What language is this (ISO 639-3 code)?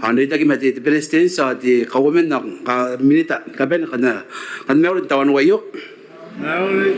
gil